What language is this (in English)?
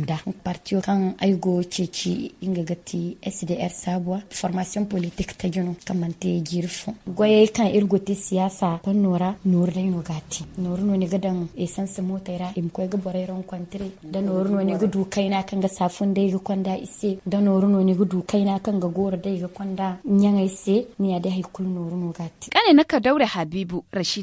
Zarma